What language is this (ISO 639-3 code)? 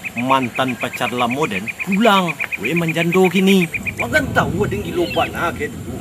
min